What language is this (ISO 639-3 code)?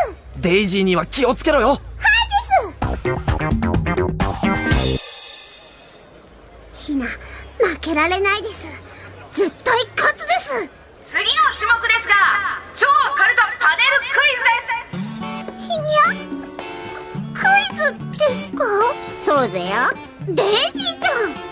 jpn